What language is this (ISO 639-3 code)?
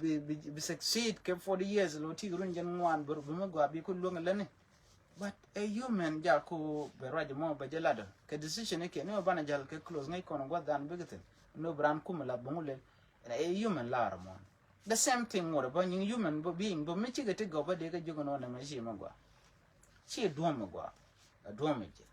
nus